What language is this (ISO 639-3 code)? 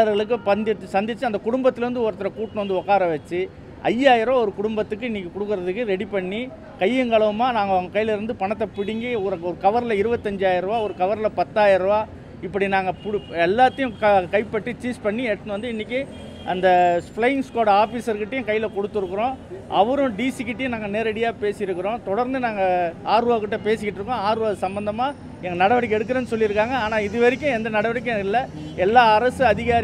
tam